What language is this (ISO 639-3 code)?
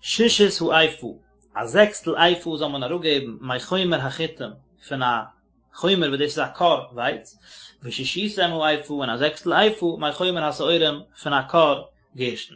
yid